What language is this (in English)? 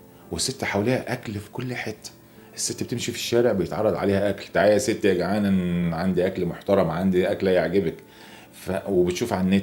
Egyptian Arabic